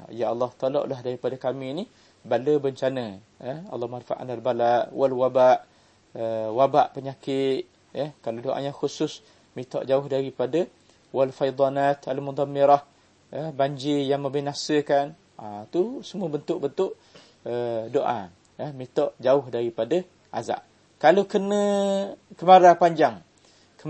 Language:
Malay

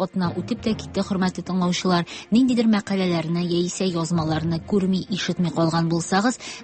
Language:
Tatar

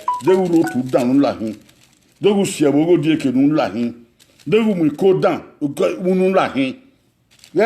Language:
Bini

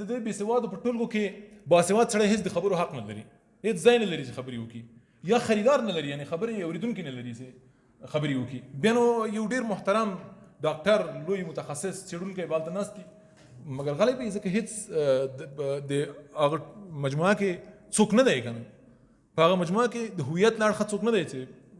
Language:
Pashto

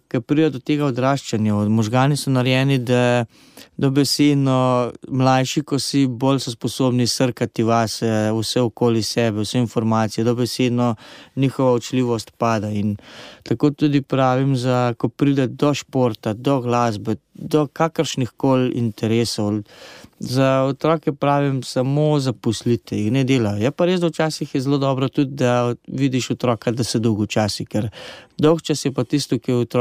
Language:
Slovenian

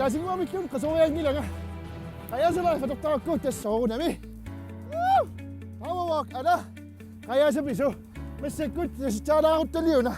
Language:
Kalaallisut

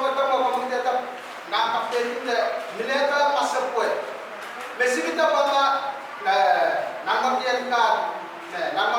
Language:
Pohnpeian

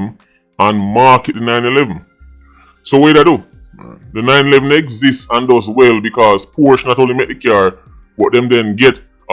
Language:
Jamaican Creole English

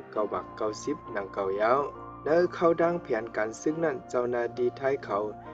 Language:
Shan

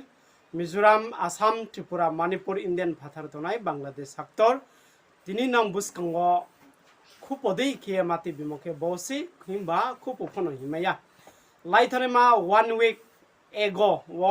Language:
Riang (India)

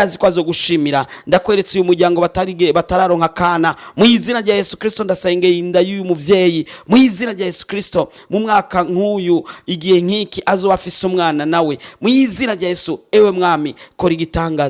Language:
Rundi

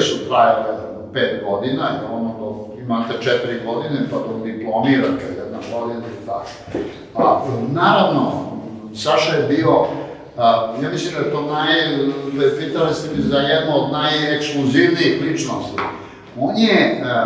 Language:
Serbian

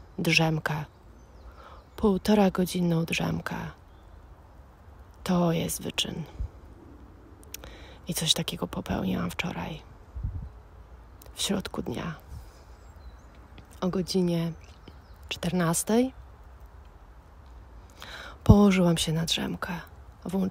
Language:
Polish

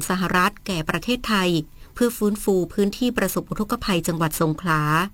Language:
Thai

